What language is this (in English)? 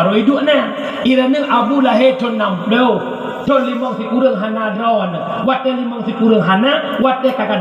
Achinese